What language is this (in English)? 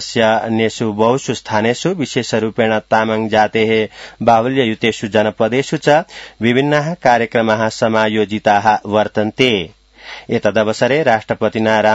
Sanskrit